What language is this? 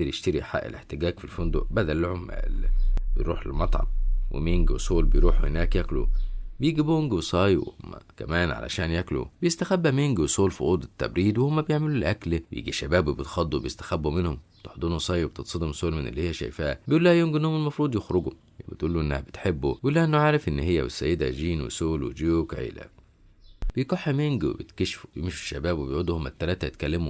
Egyptian Arabic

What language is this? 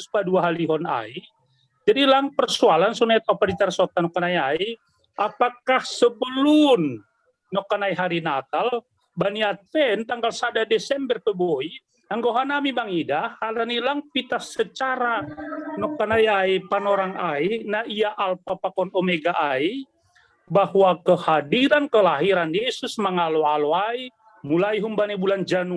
Batak Simalungun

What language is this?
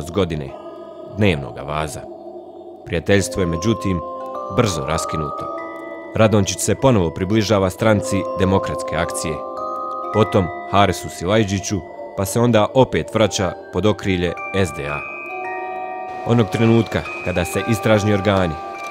Bosnian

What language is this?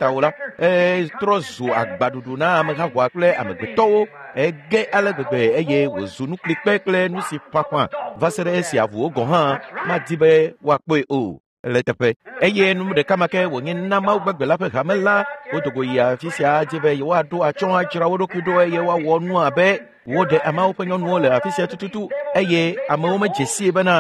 Ewe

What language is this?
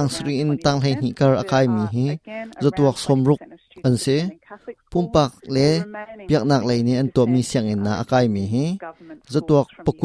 Hakha Chin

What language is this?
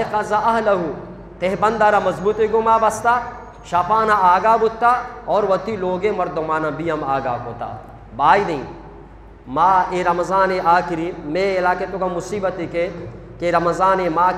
Eastern Balochi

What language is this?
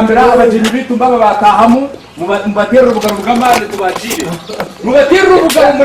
Nyankole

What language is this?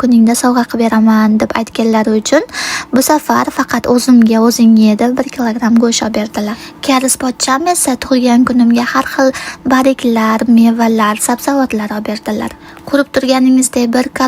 Uzbek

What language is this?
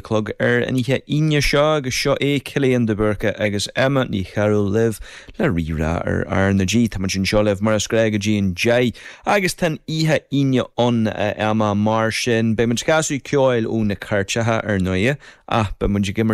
Irish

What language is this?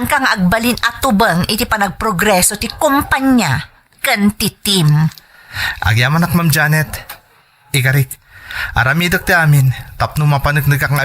Iloko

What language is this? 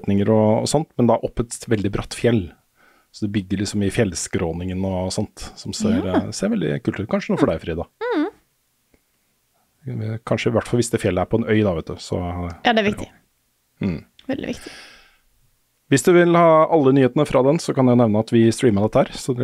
Norwegian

